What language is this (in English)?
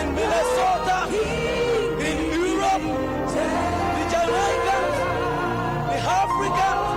Ewe